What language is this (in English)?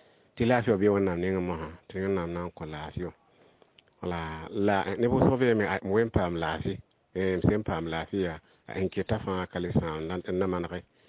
Mossi